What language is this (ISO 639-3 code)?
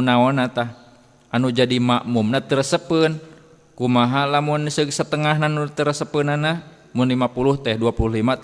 sun